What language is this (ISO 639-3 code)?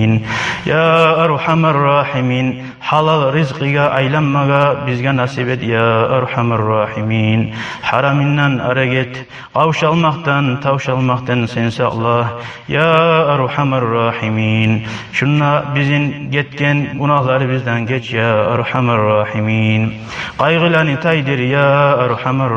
kum